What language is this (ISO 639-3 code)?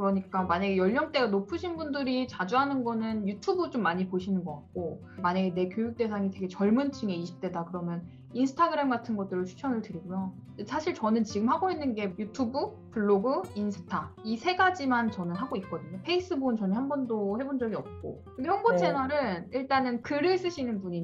kor